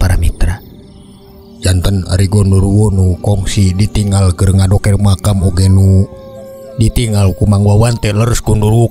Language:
Sundanese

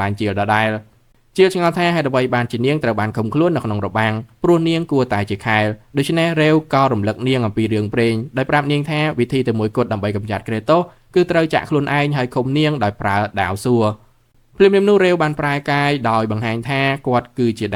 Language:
Khmer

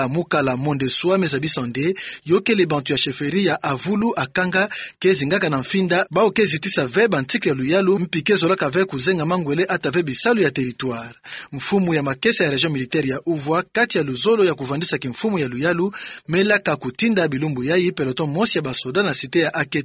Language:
Kituba (Democratic Republic of Congo)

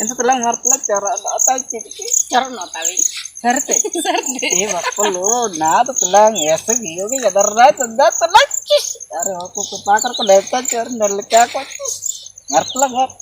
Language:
Ho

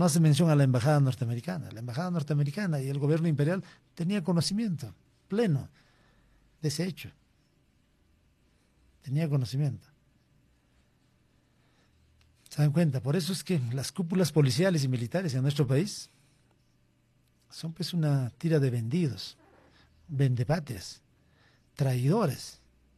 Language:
Spanish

